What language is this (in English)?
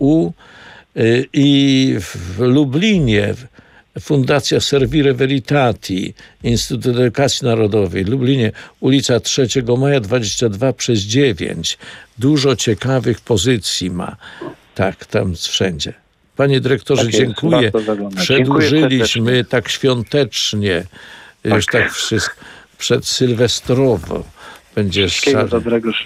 Polish